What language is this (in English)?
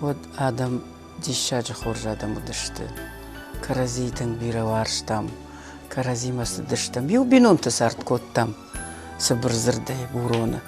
Ossetic